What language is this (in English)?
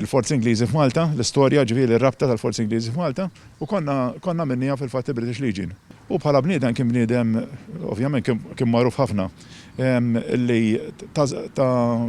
Maltese